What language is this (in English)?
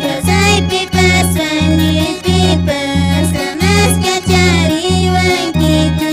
Quechua